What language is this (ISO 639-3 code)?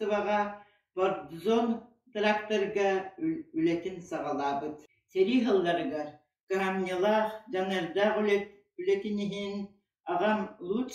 sah